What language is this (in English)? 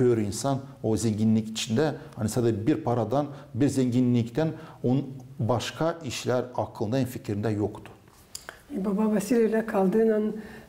Gagauz